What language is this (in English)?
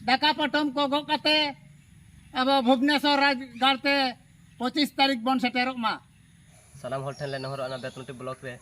Santali